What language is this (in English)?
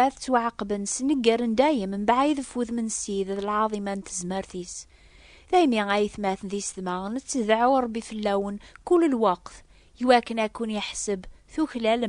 Kabyle